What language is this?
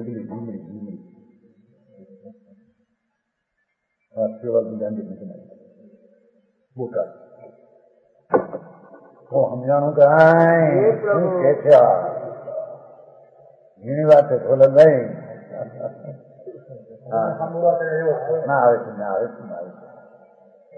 Gujarati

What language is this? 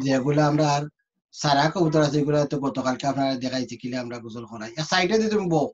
Sylheti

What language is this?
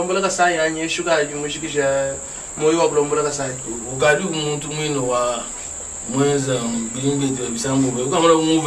Luba-Lulua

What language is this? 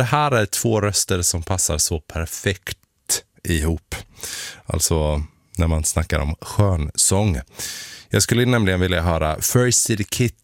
Swedish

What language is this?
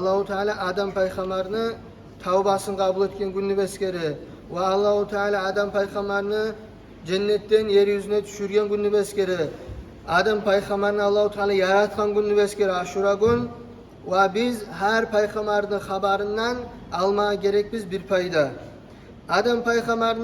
Kumyk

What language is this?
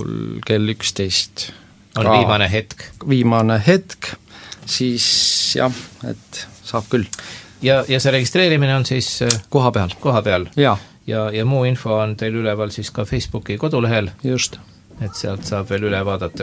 Estonian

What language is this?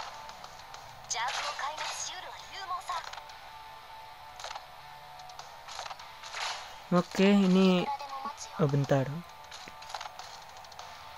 Indonesian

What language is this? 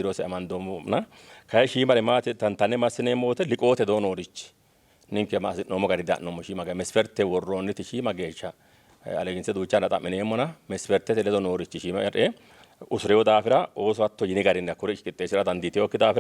Sidamo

